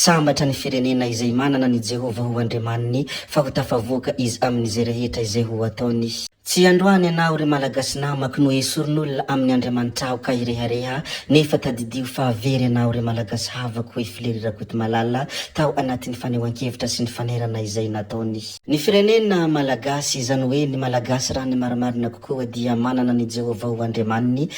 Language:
Malagasy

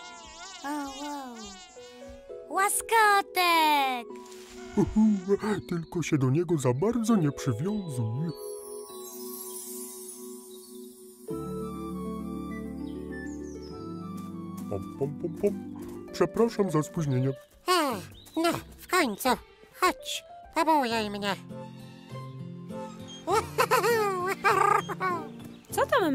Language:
Polish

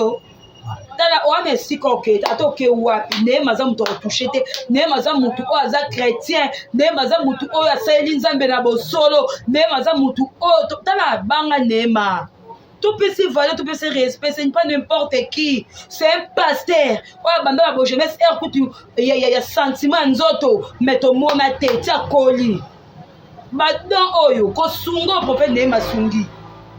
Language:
Lingala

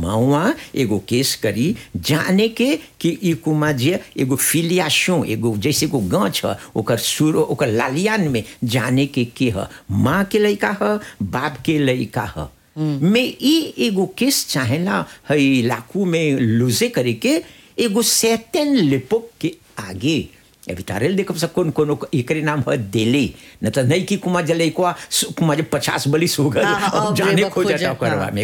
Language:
Bhojpuri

